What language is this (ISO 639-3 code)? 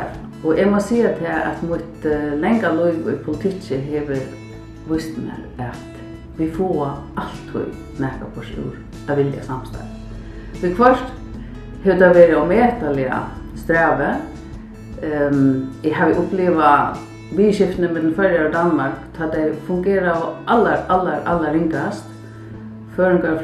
fao